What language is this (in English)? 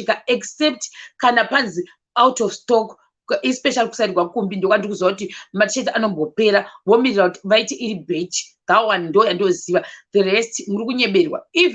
Shona